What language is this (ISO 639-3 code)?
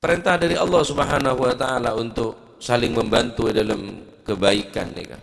mad